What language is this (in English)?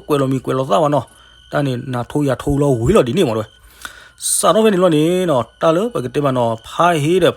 S'gaw Karen